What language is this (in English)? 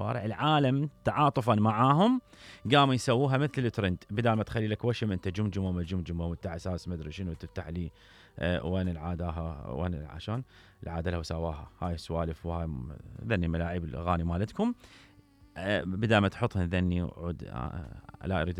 Mesopotamian Arabic